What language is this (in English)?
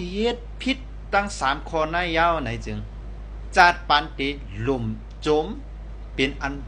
Shan